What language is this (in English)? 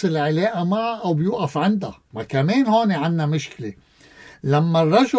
North Levantine Arabic